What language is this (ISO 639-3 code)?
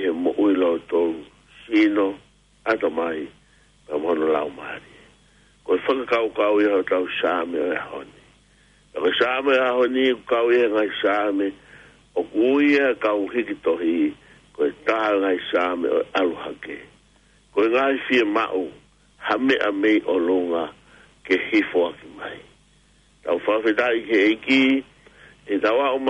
ton